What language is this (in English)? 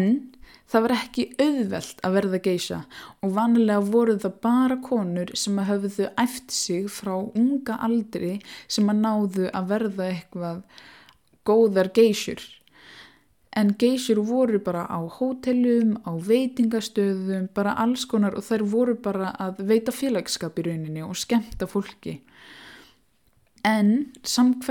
Icelandic